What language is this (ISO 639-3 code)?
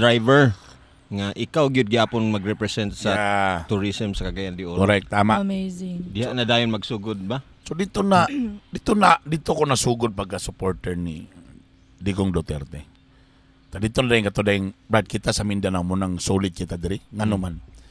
ceb